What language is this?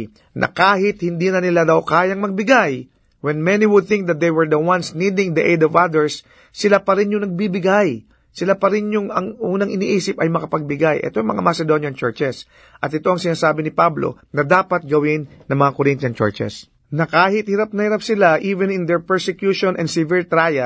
Filipino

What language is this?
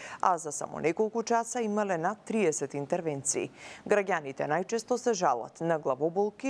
Macedonian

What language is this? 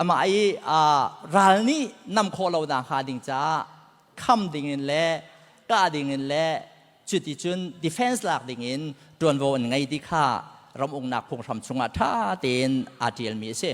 Hakha Chin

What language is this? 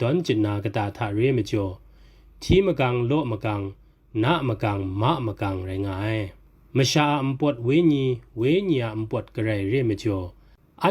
Kachin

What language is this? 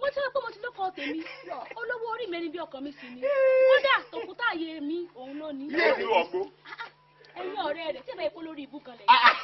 Yoruba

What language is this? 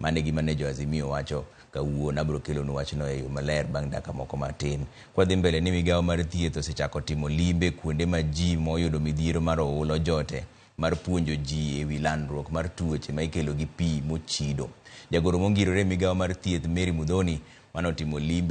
Luo (Kenya and Tanzania)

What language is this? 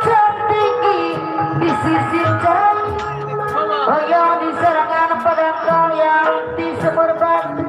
Betawi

